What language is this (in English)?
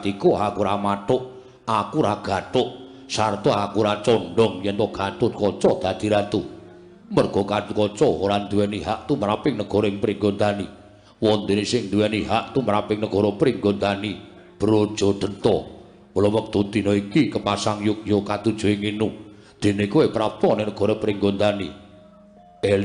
Javanese